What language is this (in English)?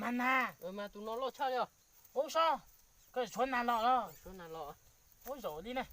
Hmong